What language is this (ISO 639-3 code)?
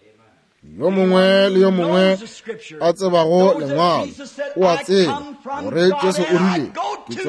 nso